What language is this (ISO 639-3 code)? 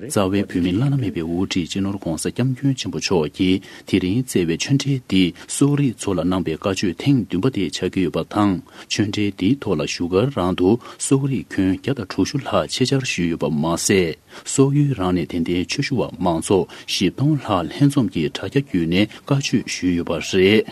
bod